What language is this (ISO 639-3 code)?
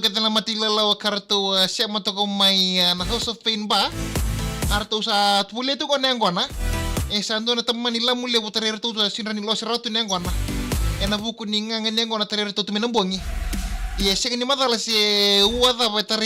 fij